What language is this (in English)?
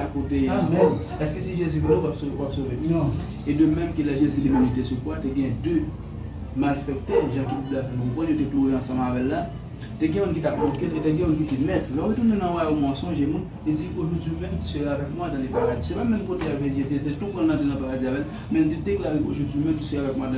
Haitian Creole